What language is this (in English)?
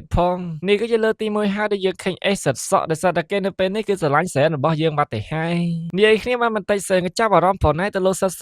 Khmer